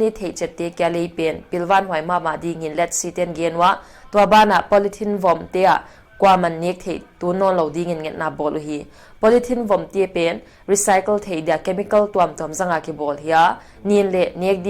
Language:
Paite Chin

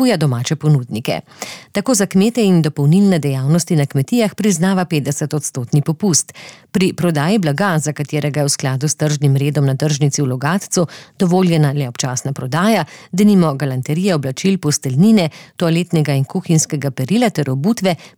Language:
Slovenian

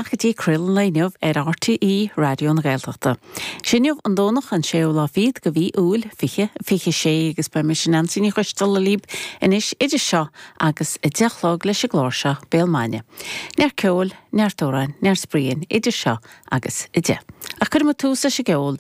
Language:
Irish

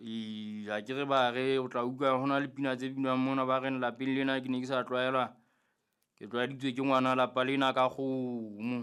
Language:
Southern Sotho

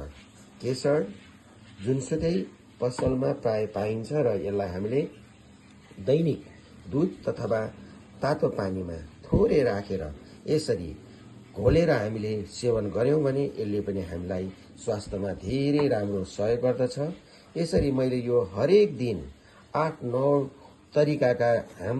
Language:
Nepali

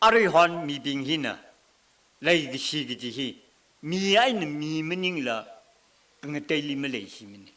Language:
Tangkhul Naga (India)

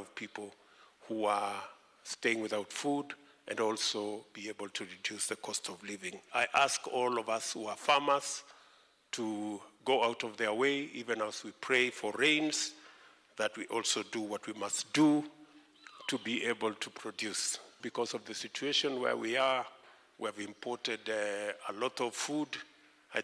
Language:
Kamba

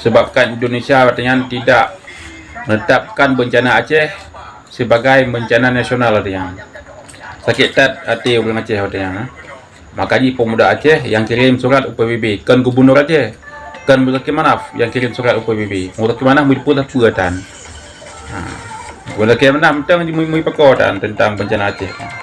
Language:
Achinese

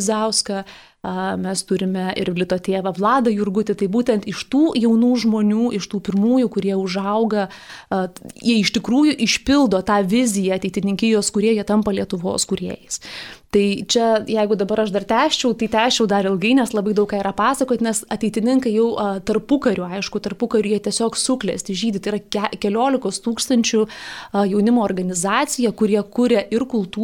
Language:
Lithuanian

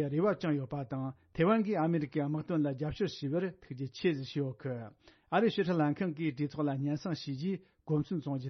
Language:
Tibetan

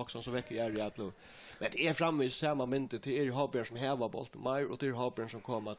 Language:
Faroese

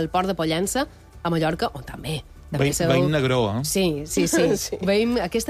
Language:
Catalan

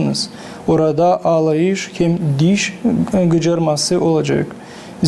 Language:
Gagauz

